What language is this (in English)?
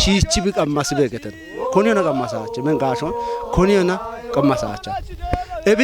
Kafa